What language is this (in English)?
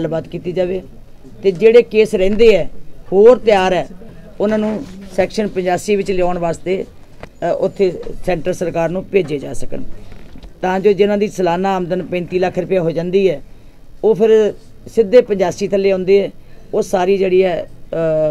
Punjabi